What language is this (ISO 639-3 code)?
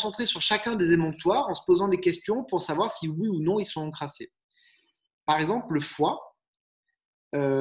fra